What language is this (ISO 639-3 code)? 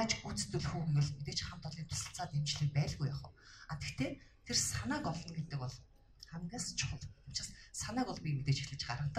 mon